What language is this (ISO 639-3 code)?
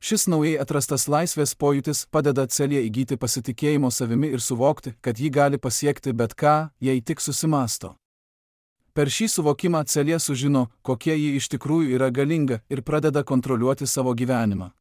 lit